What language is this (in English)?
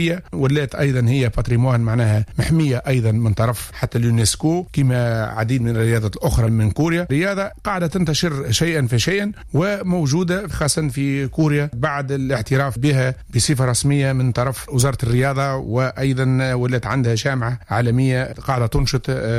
Tunisian Arabic